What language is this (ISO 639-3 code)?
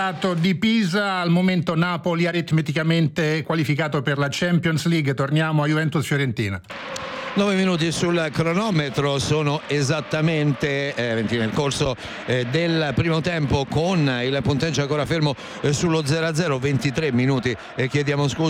ita